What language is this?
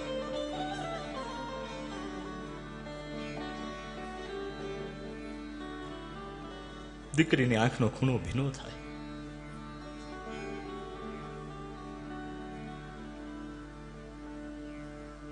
Gujarati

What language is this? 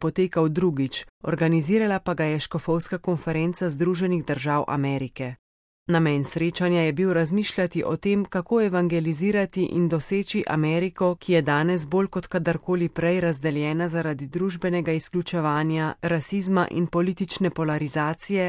Slovenian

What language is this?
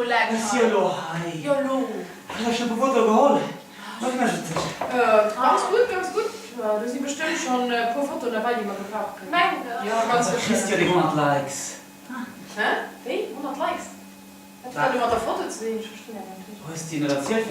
Luxembourgish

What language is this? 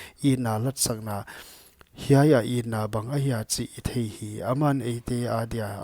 Paite Chin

